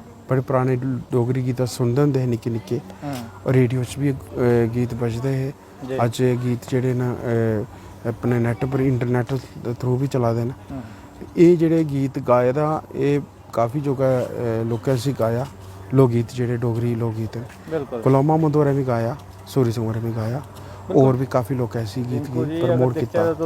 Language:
Dogri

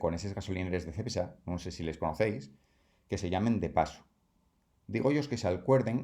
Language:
Asturian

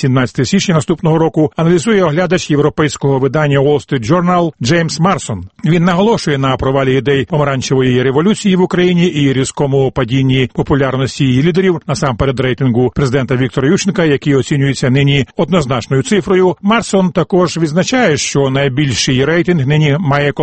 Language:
Ukrainian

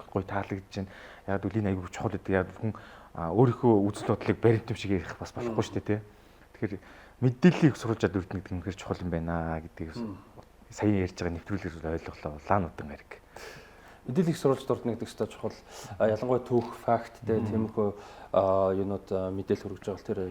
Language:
Mongolian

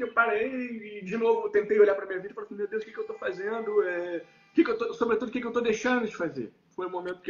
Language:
Portuguese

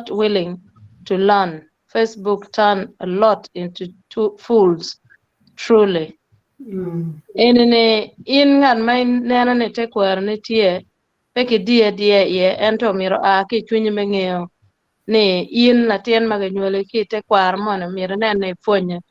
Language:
Acoli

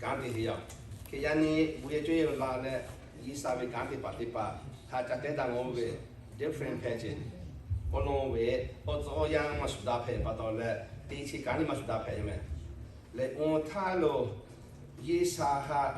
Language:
Lahu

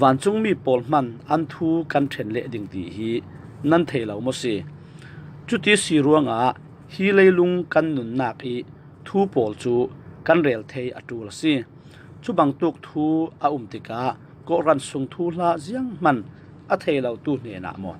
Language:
Falam Chin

